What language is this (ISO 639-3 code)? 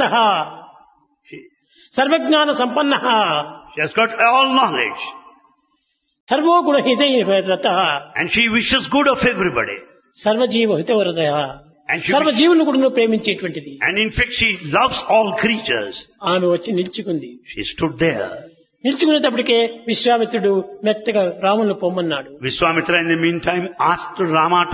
tel